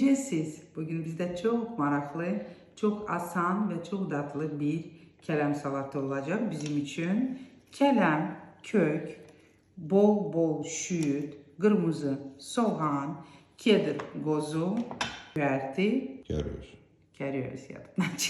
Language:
Azerbaijani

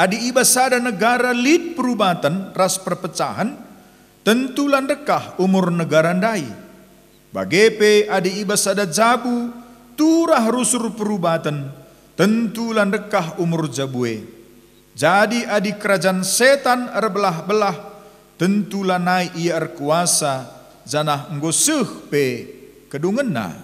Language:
Batak Karo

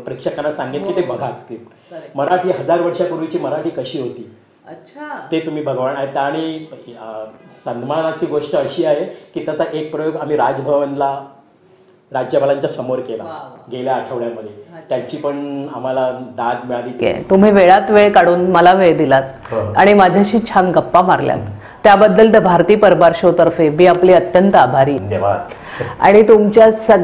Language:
Marathi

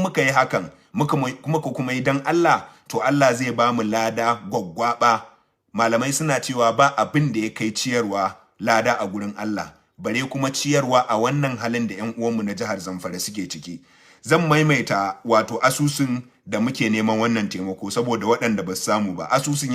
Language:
Hausa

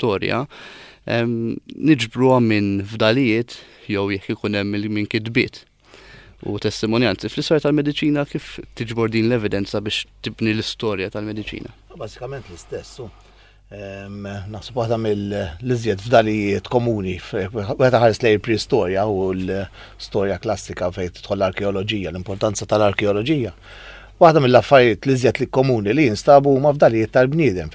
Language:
Maltese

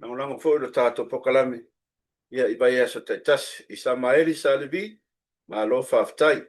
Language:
Samoan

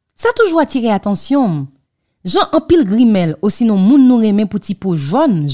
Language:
Haitian Creole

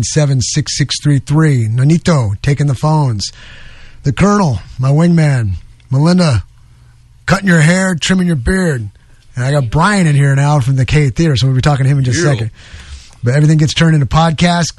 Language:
English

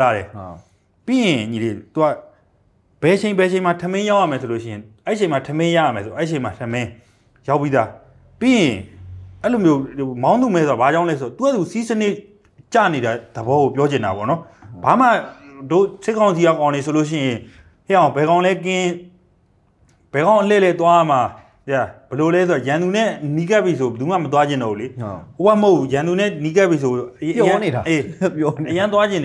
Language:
Burmese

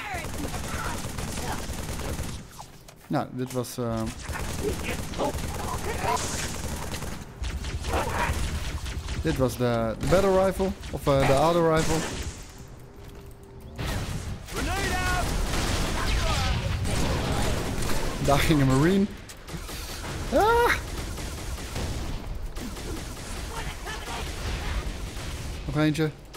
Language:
Dutch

